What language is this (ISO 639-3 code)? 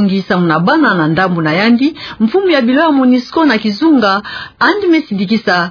ktu